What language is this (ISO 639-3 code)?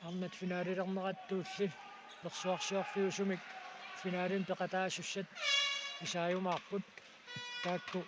kal